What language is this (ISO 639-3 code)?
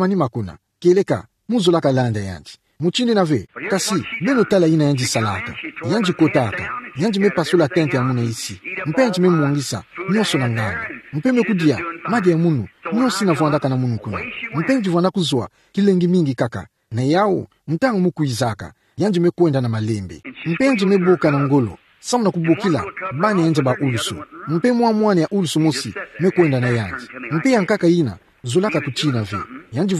ktu